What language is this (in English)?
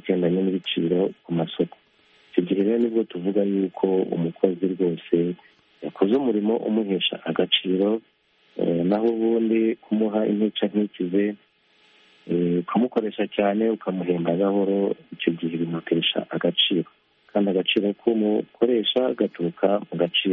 Kinyarwanda